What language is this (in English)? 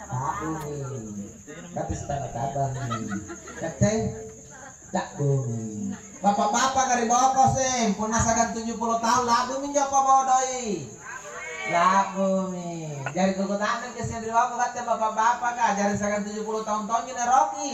Makasar